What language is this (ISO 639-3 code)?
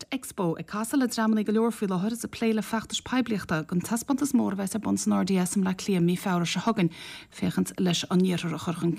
gle